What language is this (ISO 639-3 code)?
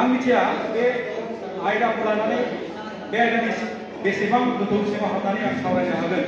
brx